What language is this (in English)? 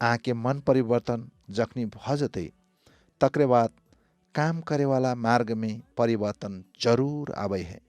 Maithili